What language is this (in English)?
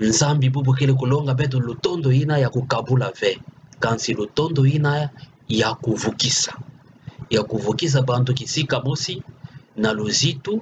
Kituba (Democratic Republic of Congo)